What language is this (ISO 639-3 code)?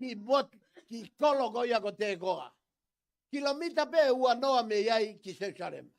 ton